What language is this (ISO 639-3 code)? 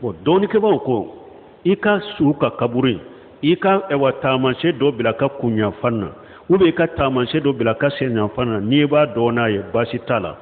bam